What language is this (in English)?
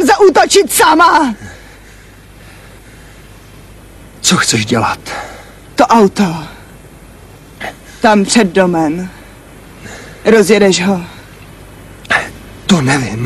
Czech